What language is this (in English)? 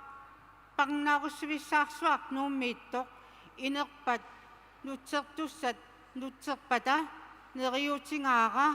Kalaallisut